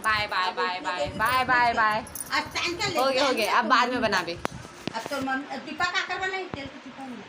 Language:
Chhattisgarhi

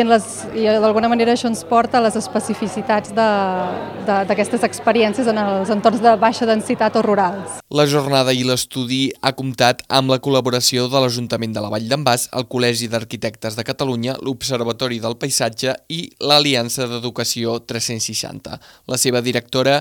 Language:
Catalan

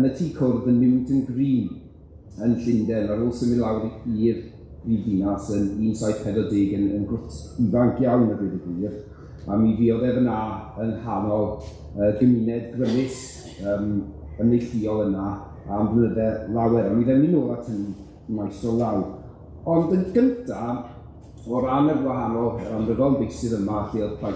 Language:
Welsh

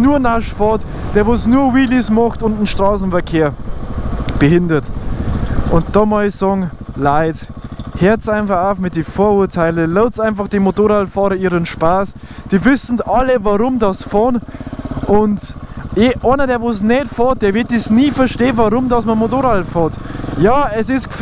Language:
Bavarian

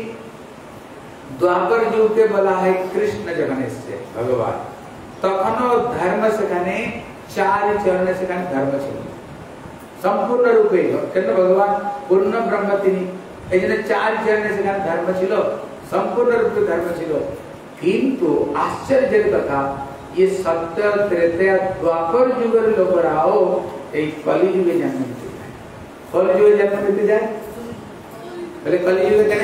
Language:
Bangla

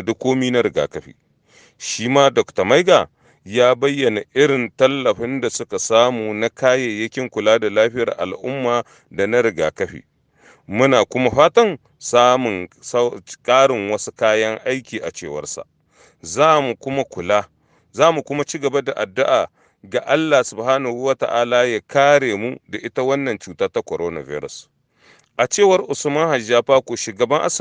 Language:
Hausa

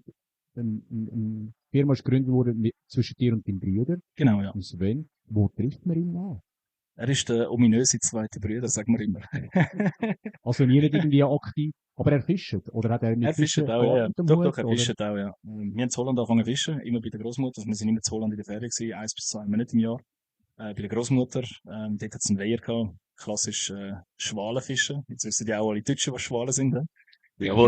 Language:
Swiss German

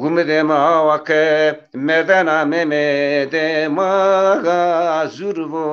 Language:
Zaza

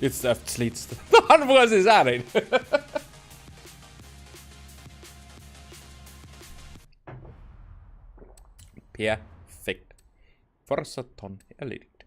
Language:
Bavarian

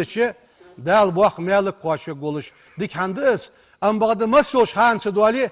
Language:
Ingush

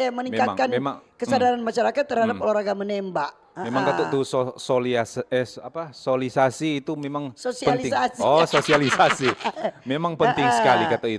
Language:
Manado Malay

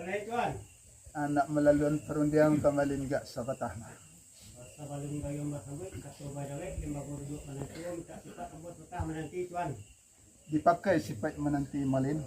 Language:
Minangkabau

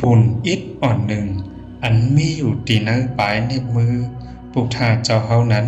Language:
Shan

